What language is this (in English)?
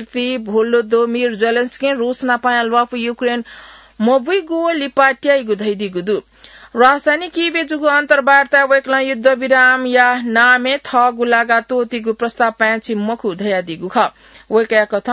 Newari